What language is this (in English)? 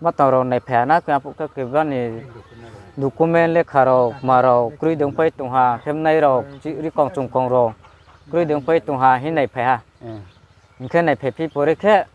Riang (India)